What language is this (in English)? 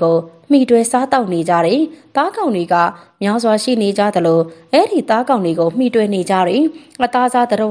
Burmese